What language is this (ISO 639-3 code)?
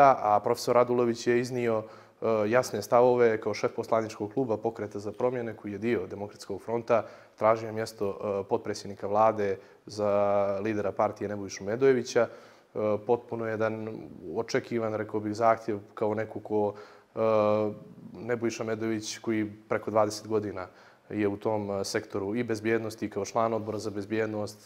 bos